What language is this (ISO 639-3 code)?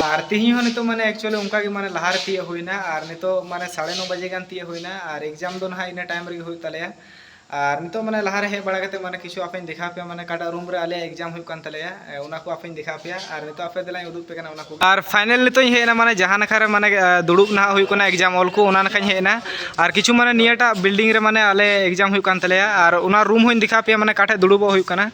sat